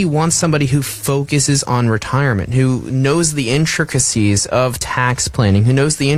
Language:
English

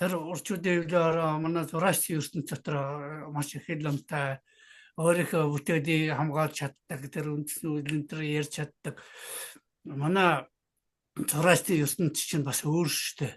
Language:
Mongolian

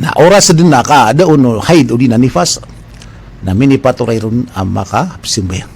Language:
Maranao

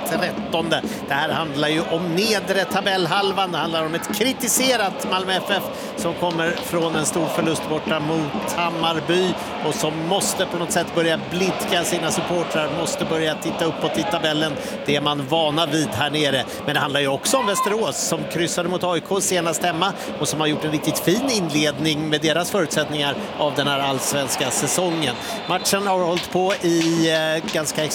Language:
Swedish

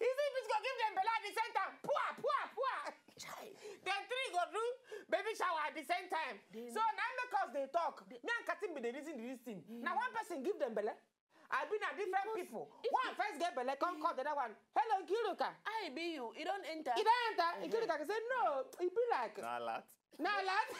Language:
Nigerian Pidgin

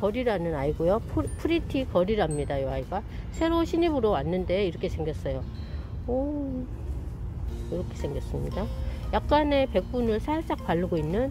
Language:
Korean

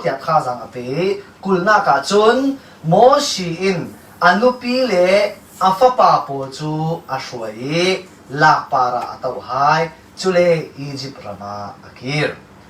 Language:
Falam Chin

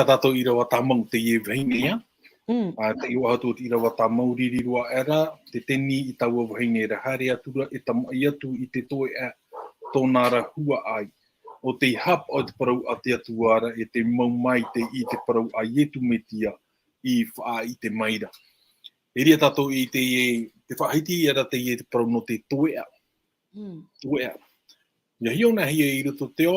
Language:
Tahitian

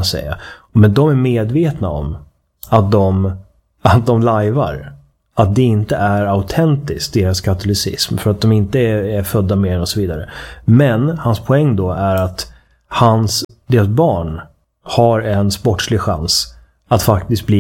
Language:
Swedish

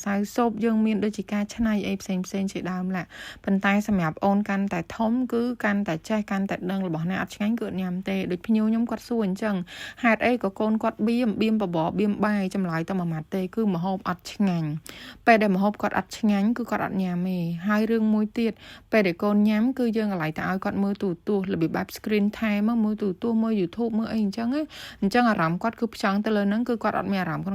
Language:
Khmer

